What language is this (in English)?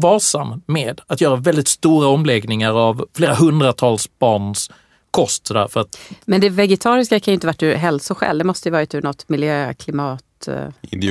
Swedish